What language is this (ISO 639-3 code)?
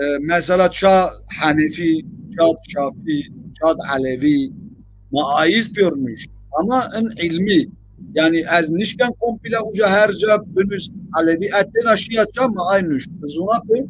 zza